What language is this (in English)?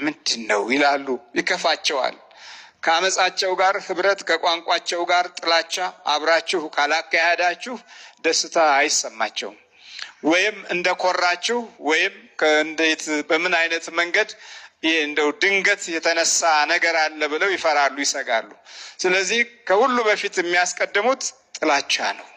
Amharic